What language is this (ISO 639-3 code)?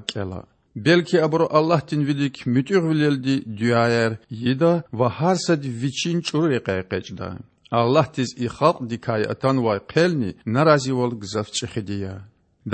lez